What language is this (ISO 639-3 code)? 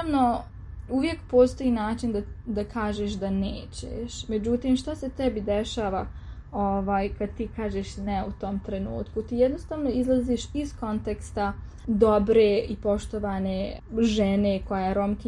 srp